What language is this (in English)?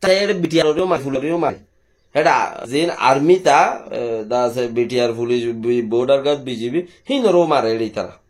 Rohingya